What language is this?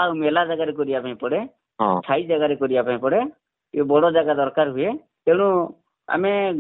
Odia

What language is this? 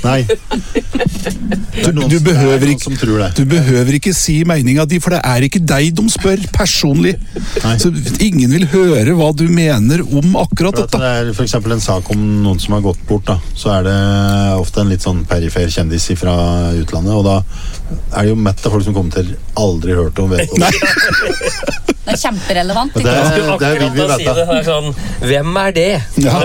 Norwegian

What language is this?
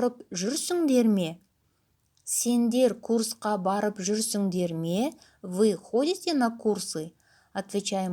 Kazakh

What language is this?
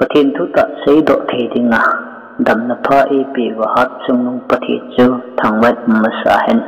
Thado Chin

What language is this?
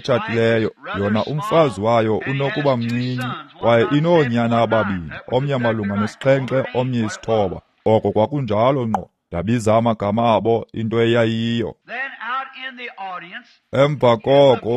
Xhosa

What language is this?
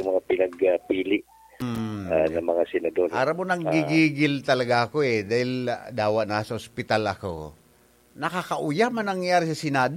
Bikol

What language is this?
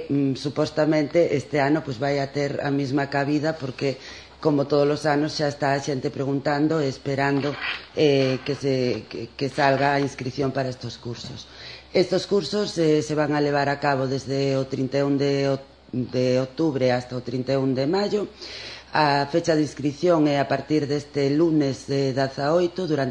Galician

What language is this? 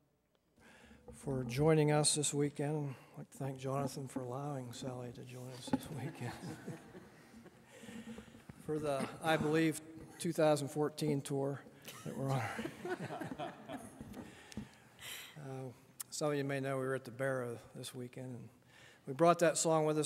English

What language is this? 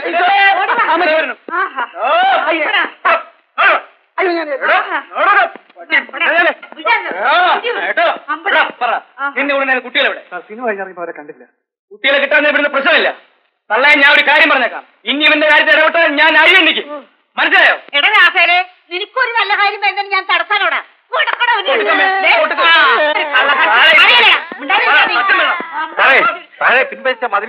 Malayalam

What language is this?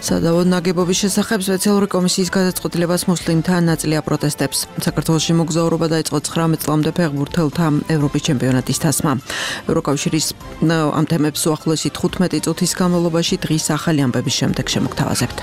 Georgian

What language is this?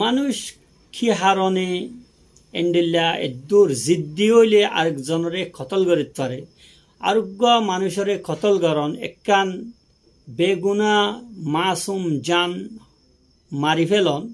Rohingya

